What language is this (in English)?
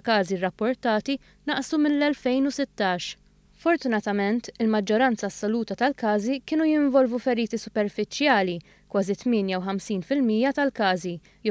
Maltese